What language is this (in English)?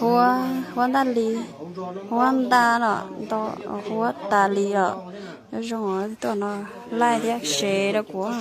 Hmong